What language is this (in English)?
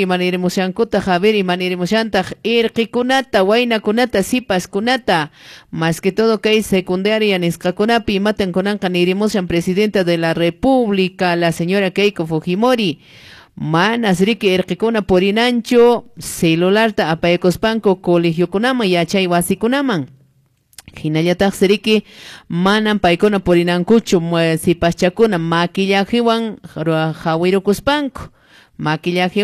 Quechua